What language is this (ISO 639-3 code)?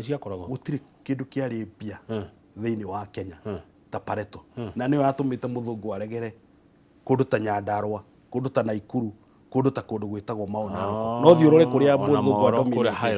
kik